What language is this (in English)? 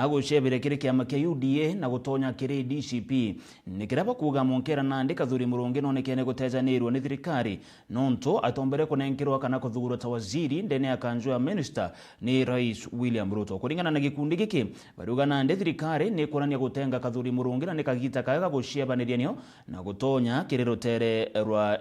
Meru